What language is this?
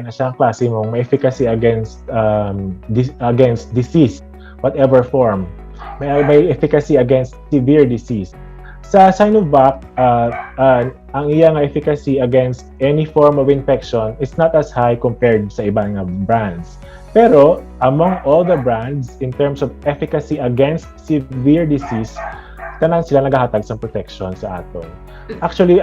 Hiligaynon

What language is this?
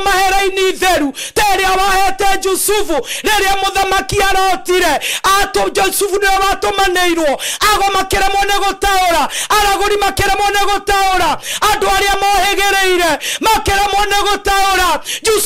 Kikuyu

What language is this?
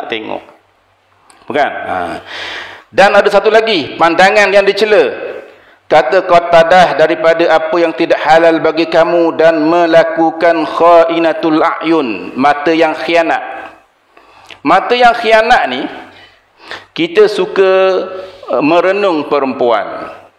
Malay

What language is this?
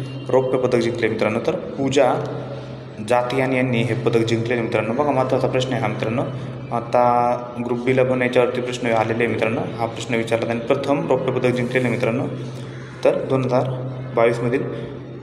Marathi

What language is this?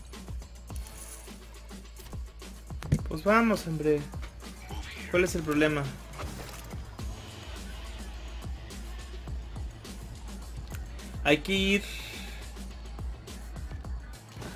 Spanish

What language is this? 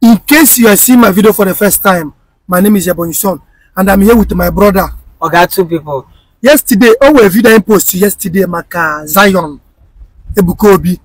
Igbo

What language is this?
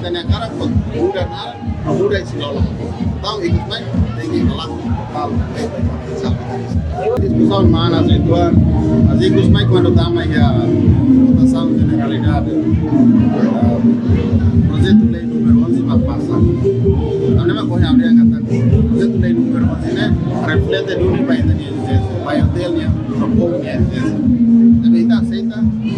Tetum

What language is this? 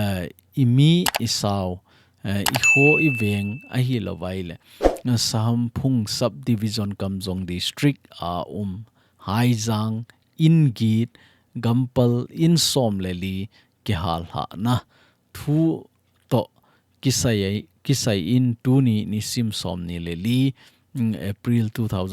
Thado Chin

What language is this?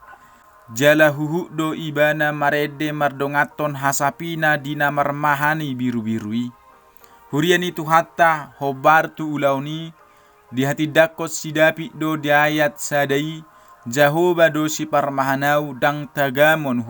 Batak Toba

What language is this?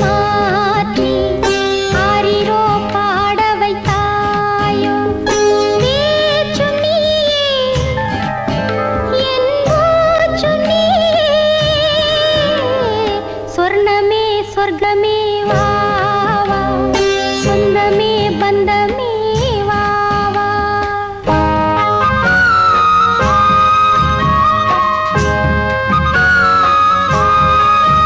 Tamil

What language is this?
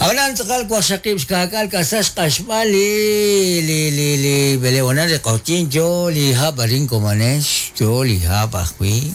Kekchí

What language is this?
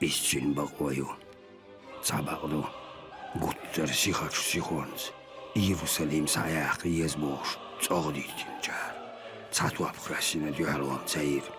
Chechen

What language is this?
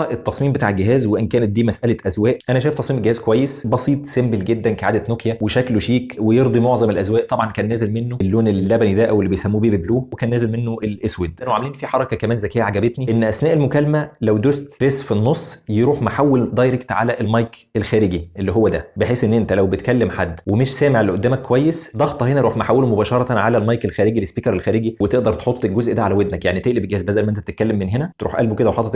Egyptian Arabic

